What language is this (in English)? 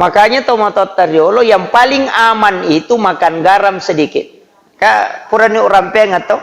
Buginese